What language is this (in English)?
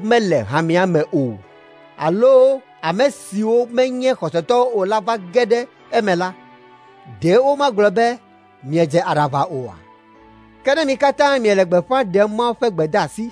Ewe